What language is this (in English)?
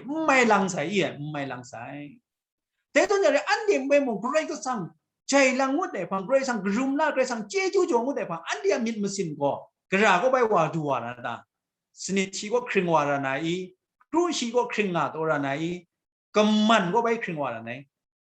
Kachin